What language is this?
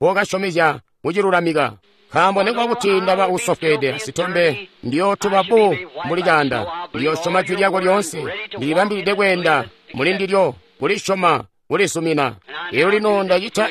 Tonga (Zambia)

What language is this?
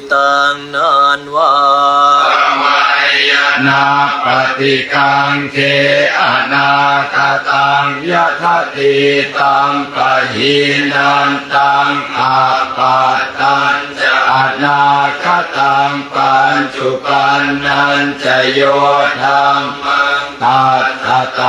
Pali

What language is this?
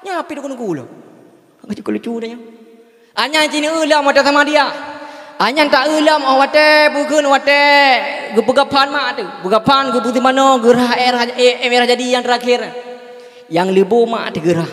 Achinese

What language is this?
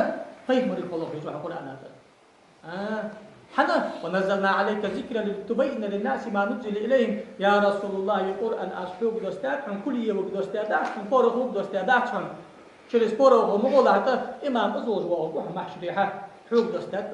Ingush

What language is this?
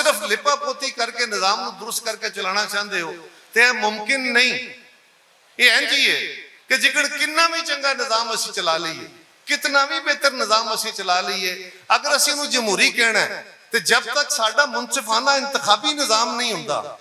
Western Panjabi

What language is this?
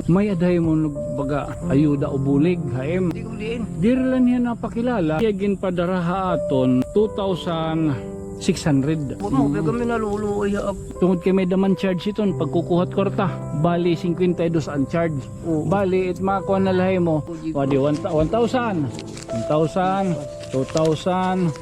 Waray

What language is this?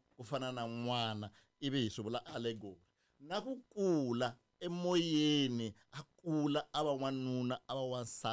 Tsonga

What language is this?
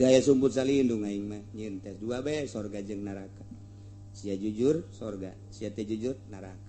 Sundanese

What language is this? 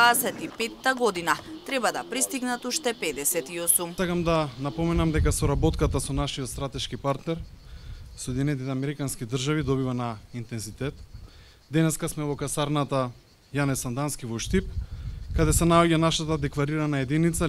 Macedonian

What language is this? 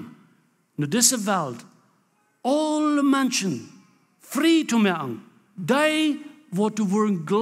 Plautdietsch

